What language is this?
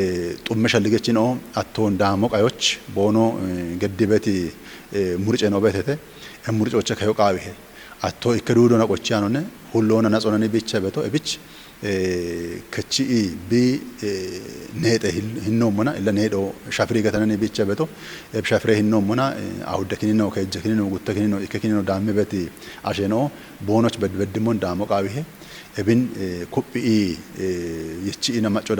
Kafa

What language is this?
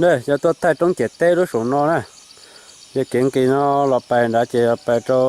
Hmong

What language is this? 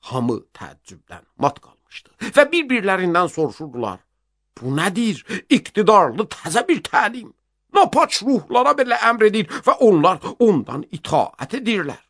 Azerbaijani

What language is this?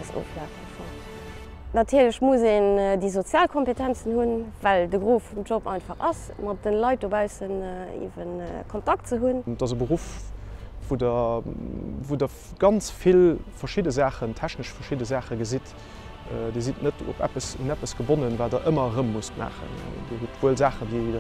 Luxembourgish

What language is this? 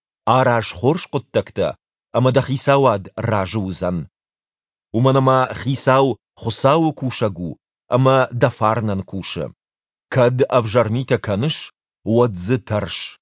Ossetic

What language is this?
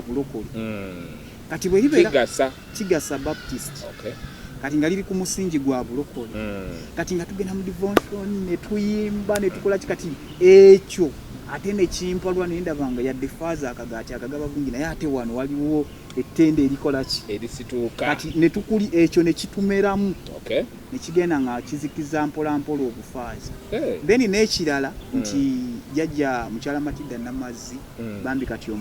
Ganda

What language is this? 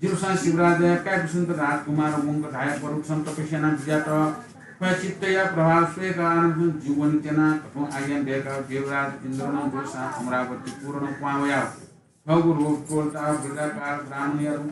Newari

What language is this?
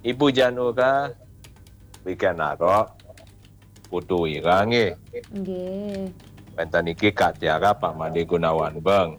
Balinese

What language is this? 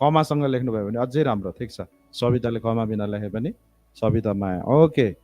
Nepali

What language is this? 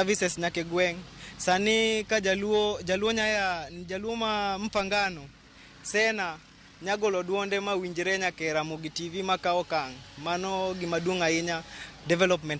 Luo (Kenya and Tanzania)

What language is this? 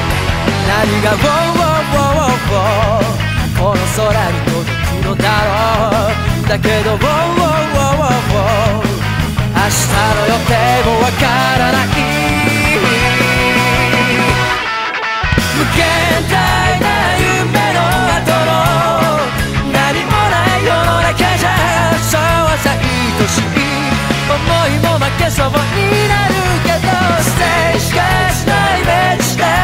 Japanese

